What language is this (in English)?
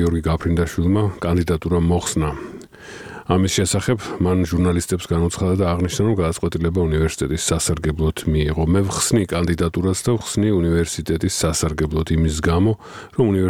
Georgian